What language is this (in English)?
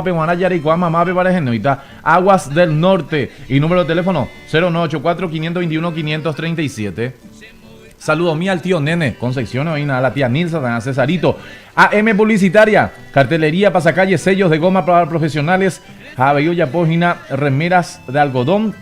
Guarani